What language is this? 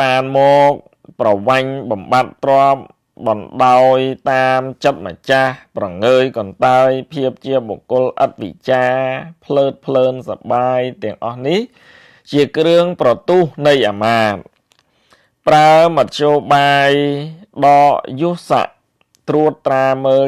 Khmer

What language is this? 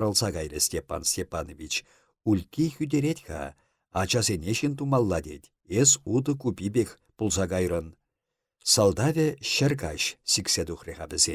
Chuvash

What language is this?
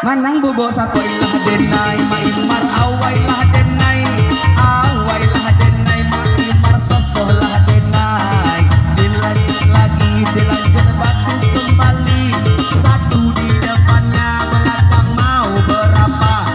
Minangkabau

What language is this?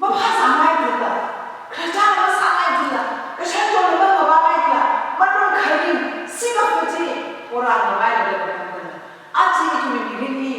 Tangkhul Naga (India)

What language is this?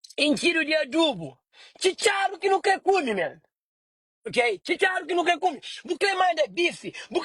Kabuverdianu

